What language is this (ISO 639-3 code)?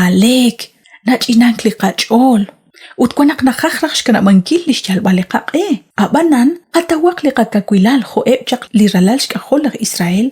kek